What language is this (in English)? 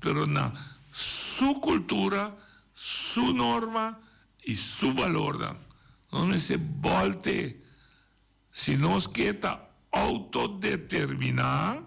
Papiamento